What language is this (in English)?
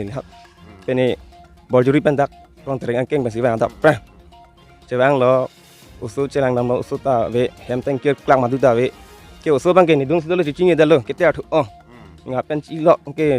Karbi